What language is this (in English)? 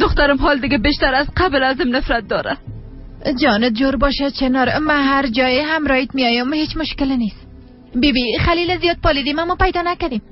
Persian